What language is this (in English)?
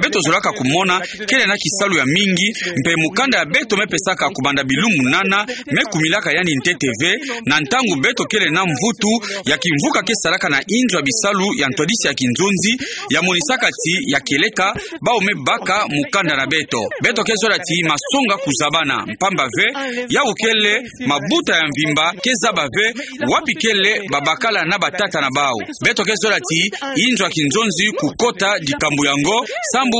Kituba (Democratic Republic of Congo)